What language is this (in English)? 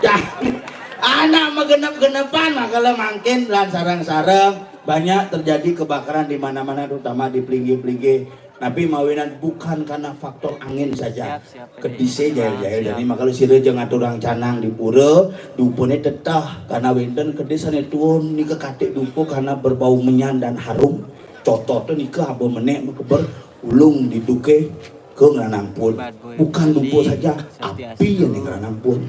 Balinese